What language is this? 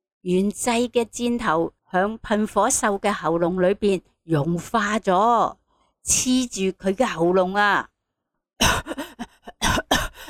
Cantonese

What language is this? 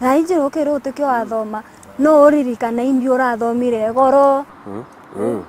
Meru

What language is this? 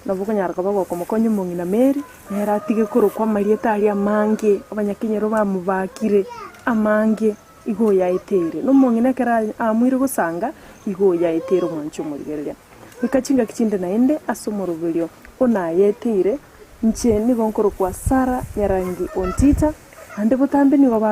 Gusii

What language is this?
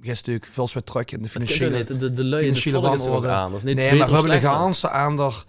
Limburgish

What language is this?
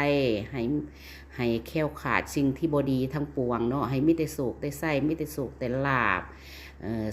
Lao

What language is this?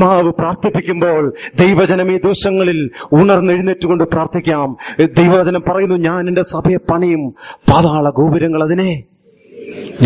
Malayalam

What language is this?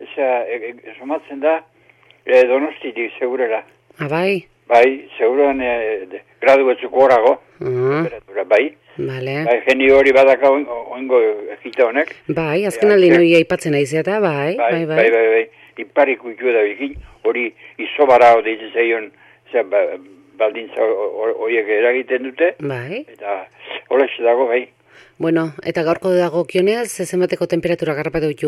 Basque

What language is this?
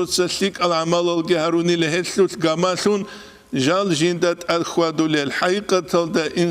Avaric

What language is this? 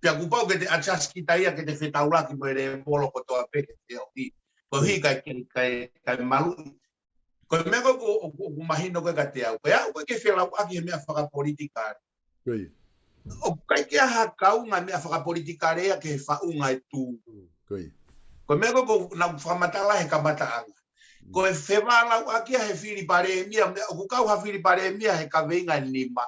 Tongan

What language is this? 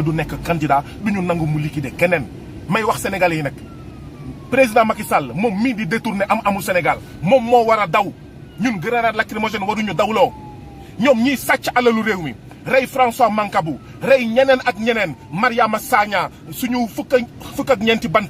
Wolof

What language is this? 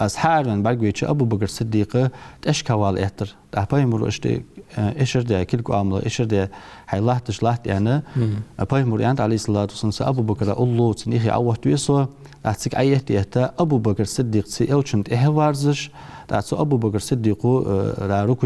Ingush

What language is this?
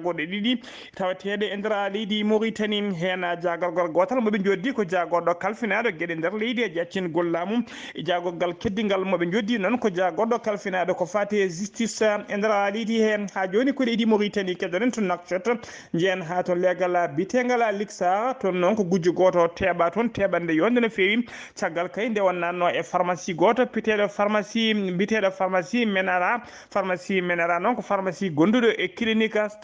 Fula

